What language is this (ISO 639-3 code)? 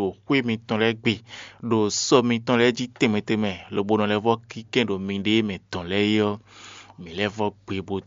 fon